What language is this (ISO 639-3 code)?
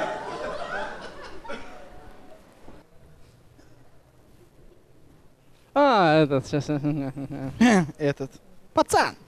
kaz